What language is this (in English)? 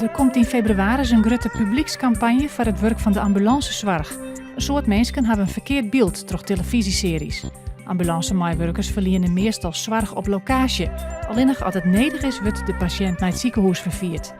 Western Frisian